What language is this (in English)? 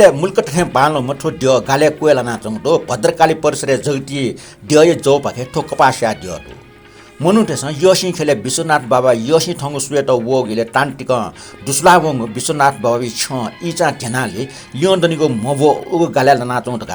Newari